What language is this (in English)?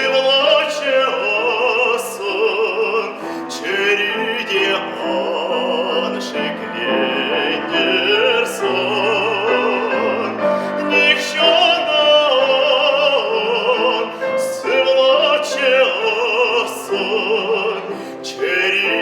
Chuvash